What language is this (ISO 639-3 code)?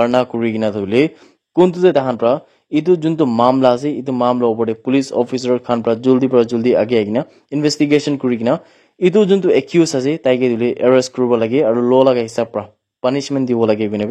nag